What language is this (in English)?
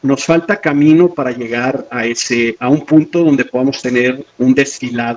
Spanish